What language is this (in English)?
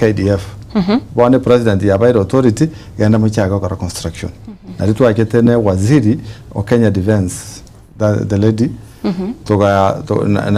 Gusii